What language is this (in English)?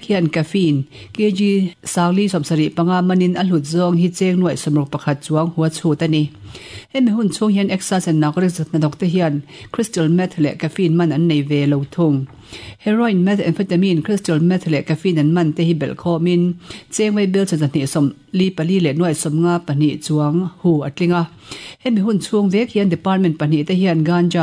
Mizo